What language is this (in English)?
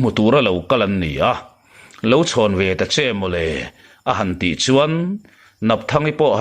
Mizo